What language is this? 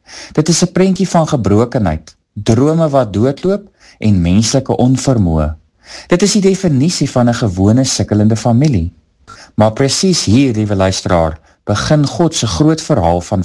Afrikaans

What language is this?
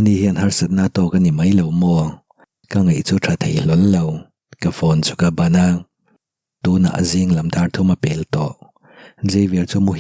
Mizo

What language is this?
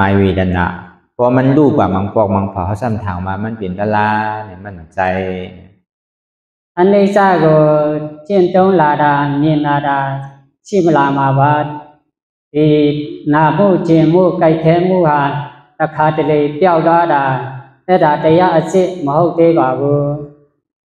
Shan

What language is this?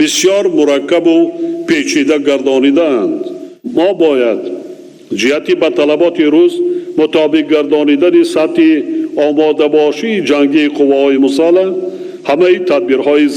Tajik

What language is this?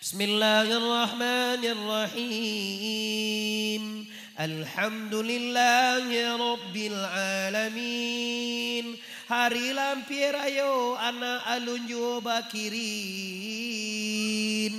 Minangkabau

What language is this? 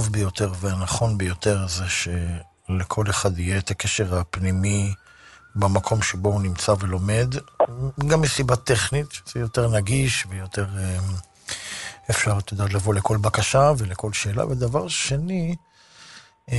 Hebrew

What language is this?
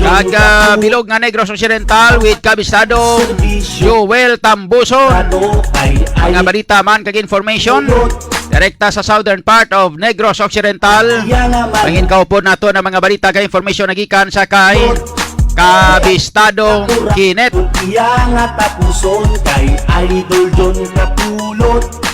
Hiligaynon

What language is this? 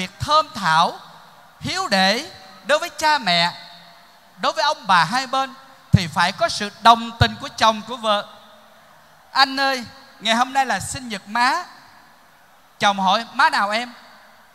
Vietnamese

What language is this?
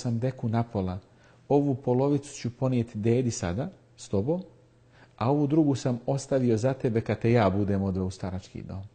Bosnian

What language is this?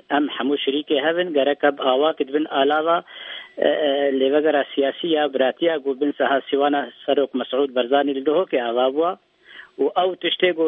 Kurdish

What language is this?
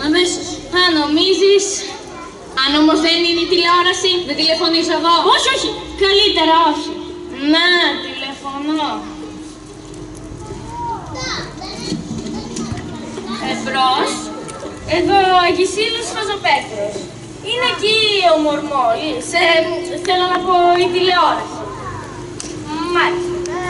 Greek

